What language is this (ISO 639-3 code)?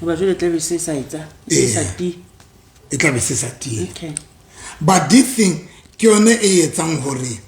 sot